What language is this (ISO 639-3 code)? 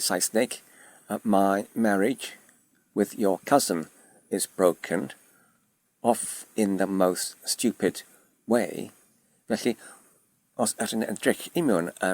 cym